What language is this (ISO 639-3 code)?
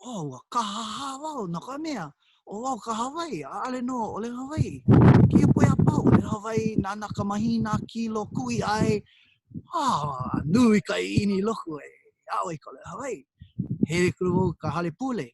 haw